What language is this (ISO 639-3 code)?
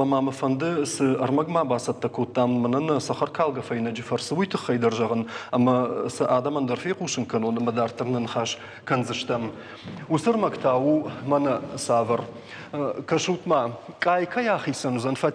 oss